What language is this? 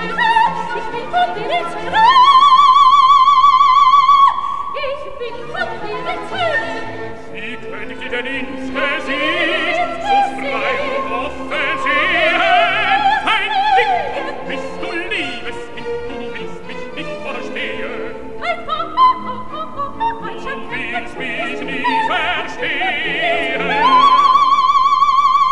German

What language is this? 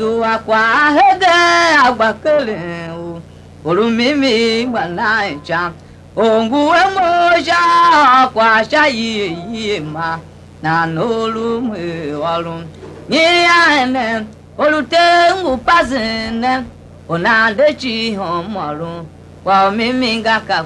Tiv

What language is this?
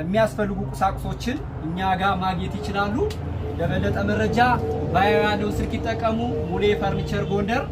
Amharic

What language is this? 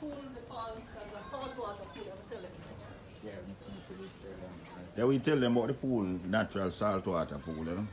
Jamaican Creole English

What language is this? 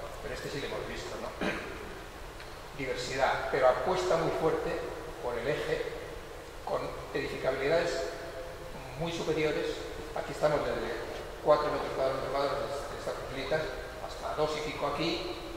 Spanish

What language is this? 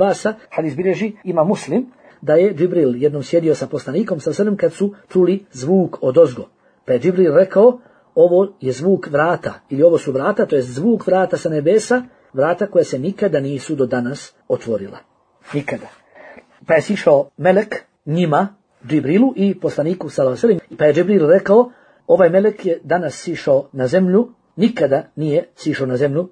Bosnian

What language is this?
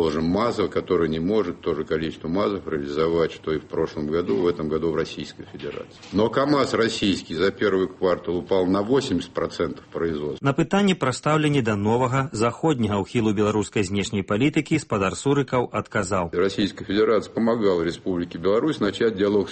Belarusian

